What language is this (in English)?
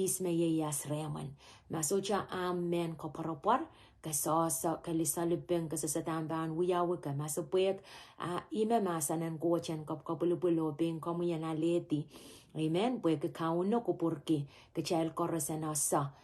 Pohnpeian